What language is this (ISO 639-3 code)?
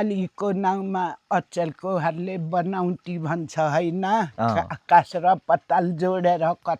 nep